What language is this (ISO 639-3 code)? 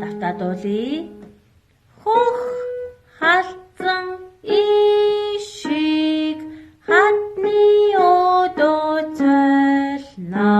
mon